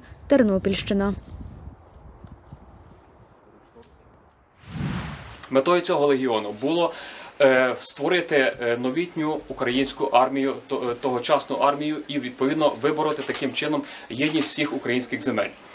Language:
Ukrainian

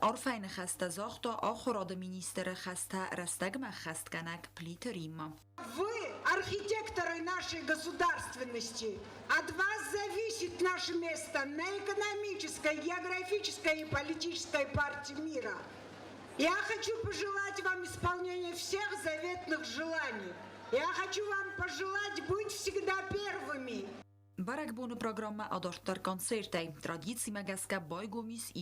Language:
Ossetic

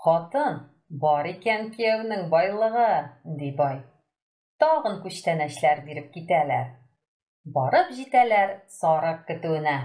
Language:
Tatar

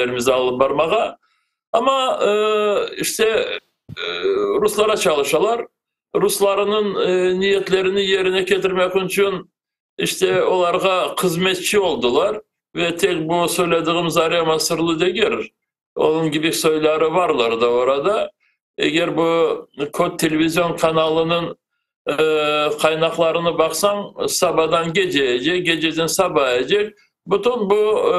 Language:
Crimean Tatar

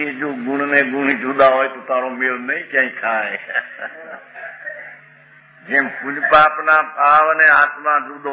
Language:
Gujarati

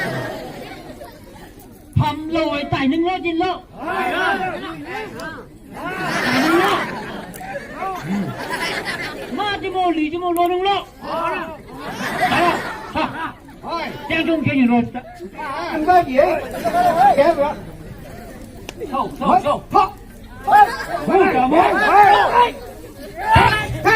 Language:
Phom Naga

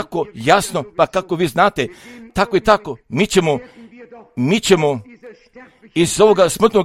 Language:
Croatian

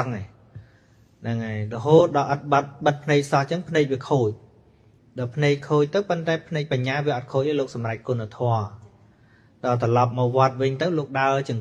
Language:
Khmer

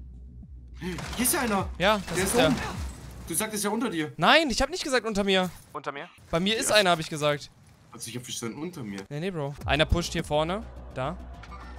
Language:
German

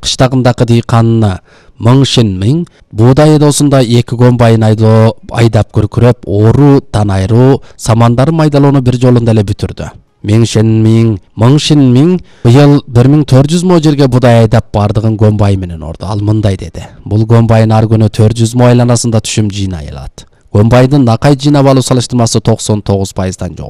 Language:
Kyrgyz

